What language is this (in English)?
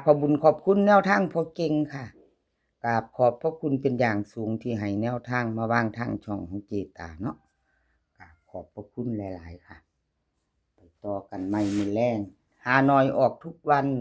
Northeastern Thai